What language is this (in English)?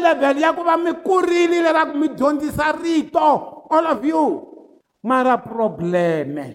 Tsonga